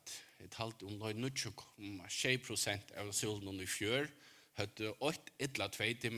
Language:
Faroese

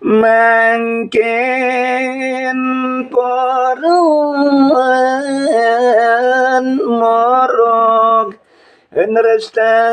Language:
Balinese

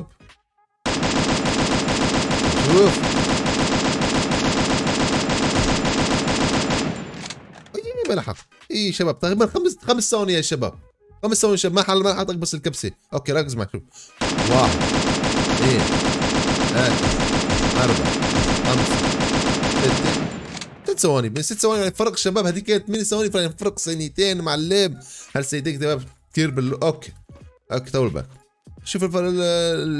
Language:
Arabic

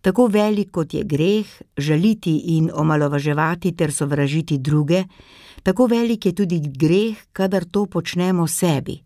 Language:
Slovenian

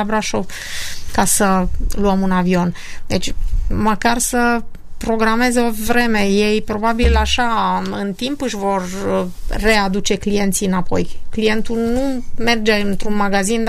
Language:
Romanian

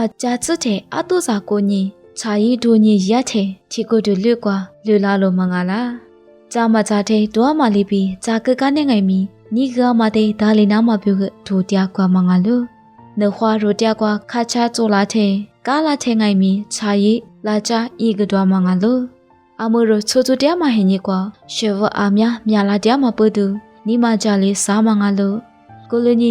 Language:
Lisu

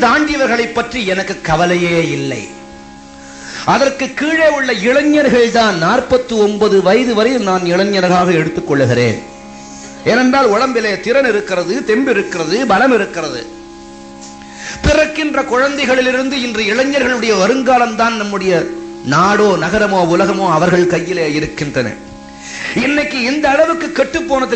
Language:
Tamil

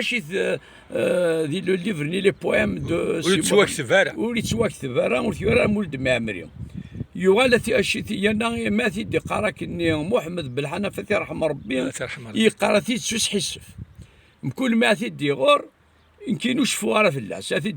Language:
Kabyle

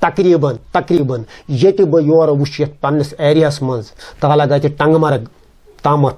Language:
Kashmiri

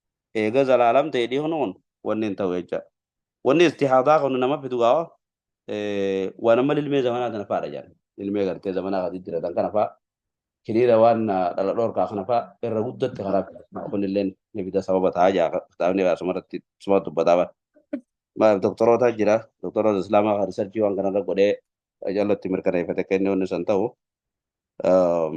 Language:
Oromo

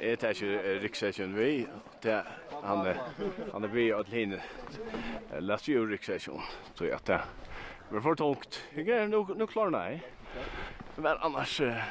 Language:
Faroese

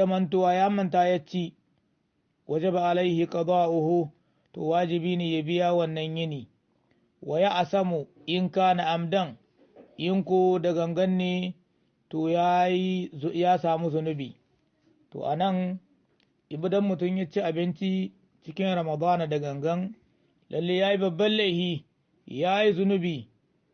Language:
Hausa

